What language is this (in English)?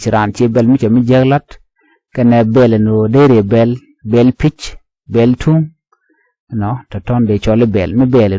Nuer